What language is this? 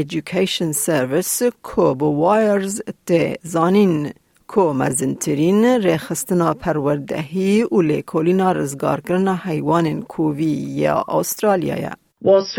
Kurdish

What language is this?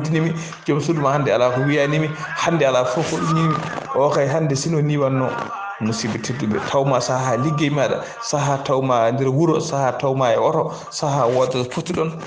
Fula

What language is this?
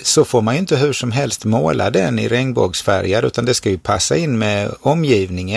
Swedish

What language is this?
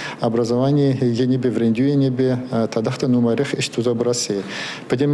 Chuvash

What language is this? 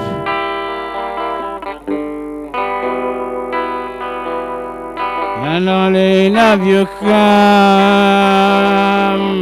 Basque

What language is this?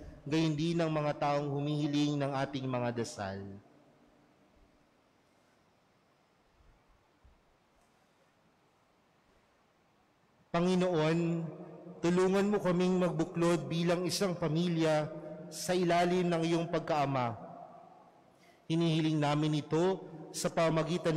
Filipino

